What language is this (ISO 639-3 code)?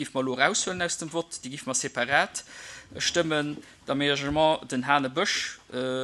ltz